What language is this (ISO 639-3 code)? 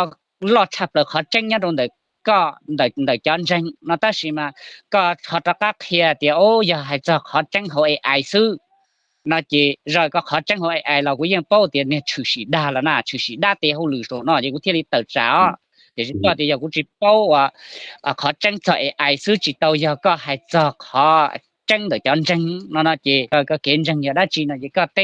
hmn